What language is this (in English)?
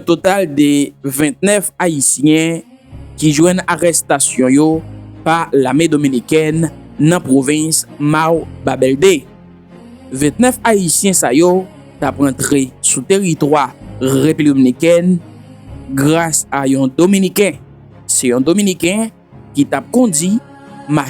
Haitian Creole